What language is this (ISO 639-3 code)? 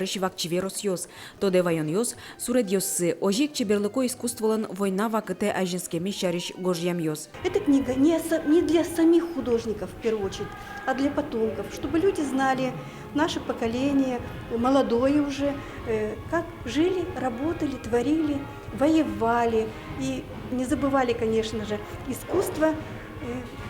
udm